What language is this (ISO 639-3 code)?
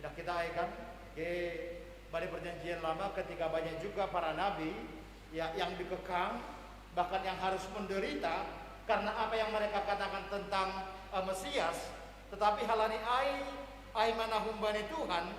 bts